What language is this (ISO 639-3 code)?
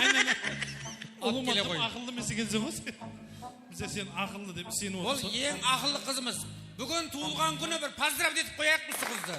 kaa